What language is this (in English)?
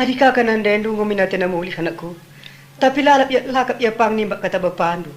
Batak Karo